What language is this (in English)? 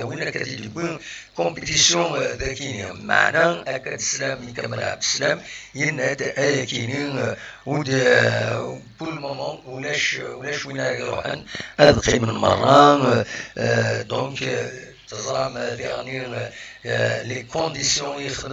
Kabyle